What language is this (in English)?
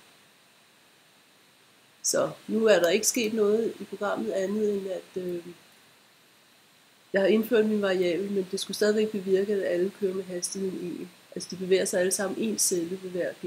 Danish